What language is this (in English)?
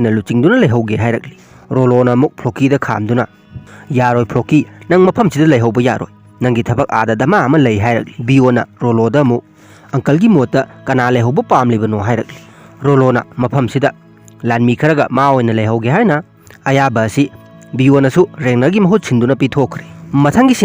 Manipuri